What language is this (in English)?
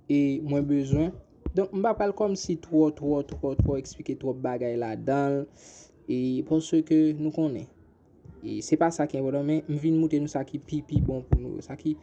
Haitian Creole